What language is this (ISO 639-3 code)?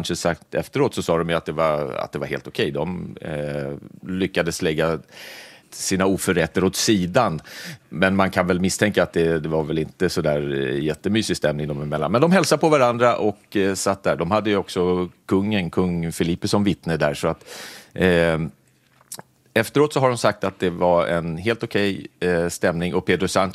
swe